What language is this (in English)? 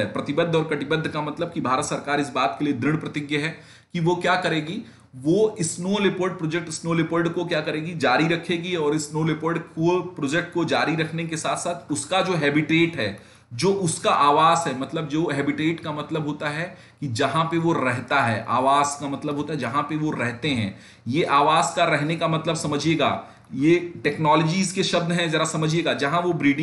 Hindi